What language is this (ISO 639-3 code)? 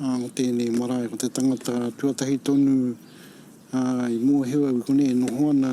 mri